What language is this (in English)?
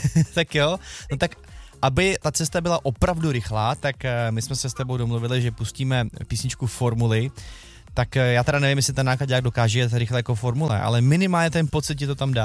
Czech